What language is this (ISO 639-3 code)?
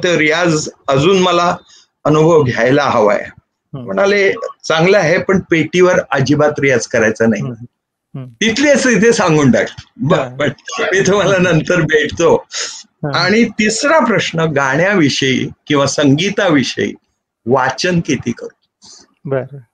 mar